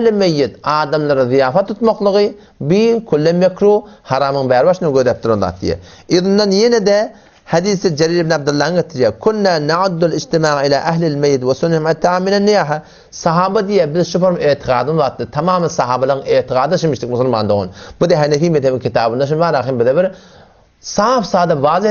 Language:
Turkmen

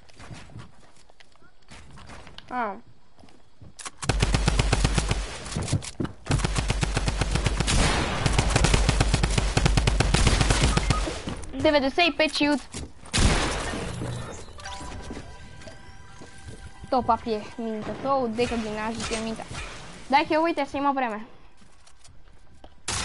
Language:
Bulgarian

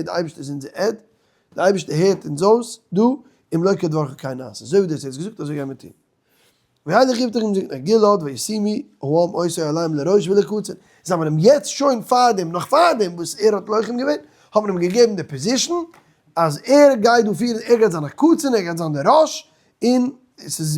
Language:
Yiddish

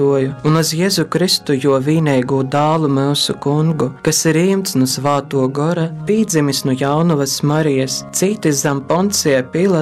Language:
Latgalian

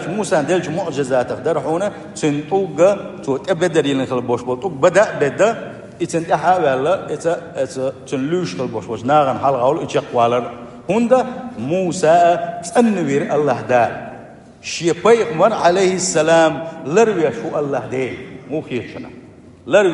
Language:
Chechen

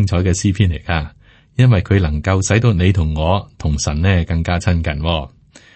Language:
Cantonese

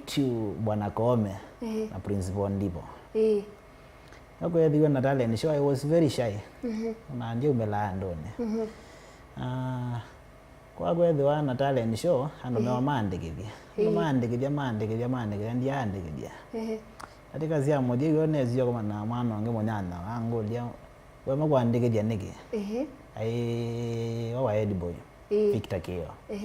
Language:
Kamba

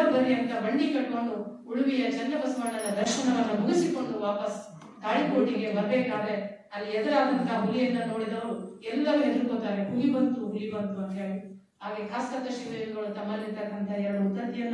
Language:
Kannada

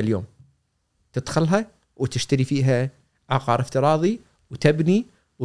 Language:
Gulf Arabic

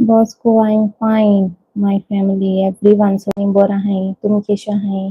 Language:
Konkani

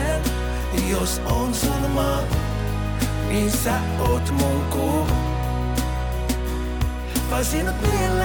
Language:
Finnish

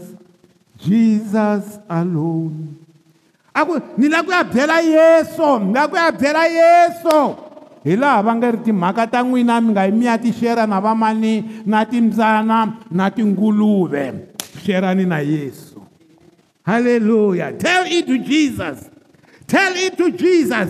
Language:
Tsonga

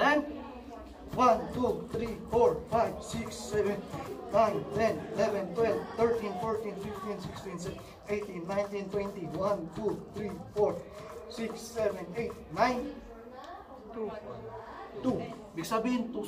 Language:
Filipino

